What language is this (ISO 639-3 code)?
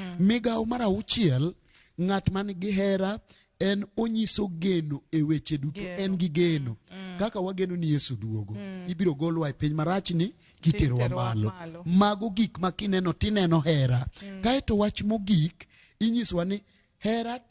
luo